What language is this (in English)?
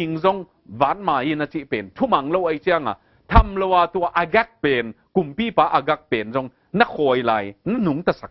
Tedim Chin